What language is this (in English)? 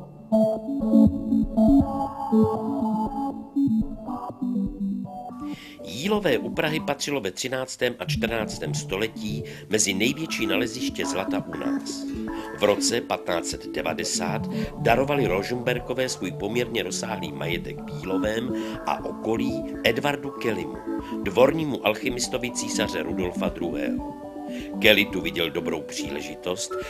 Czech